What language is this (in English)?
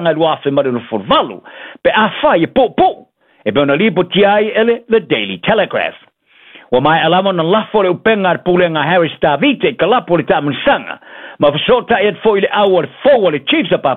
Samoan